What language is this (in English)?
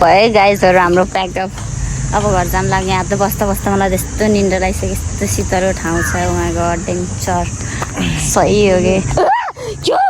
Nepali